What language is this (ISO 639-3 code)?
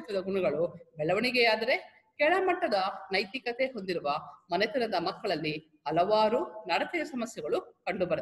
kan